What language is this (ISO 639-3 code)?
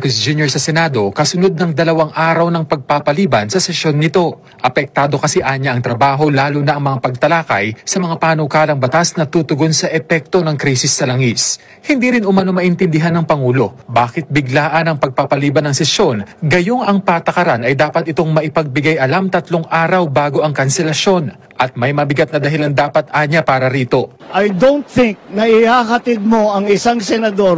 fil